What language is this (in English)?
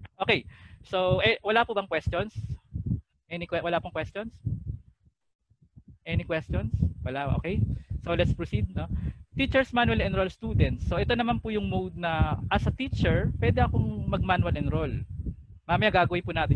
Filipino